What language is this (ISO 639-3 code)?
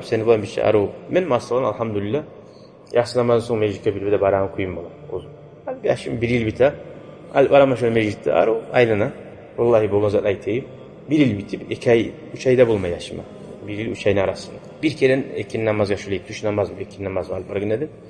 kum